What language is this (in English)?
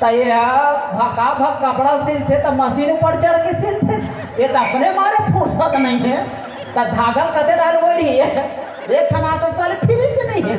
Chhattisgarhi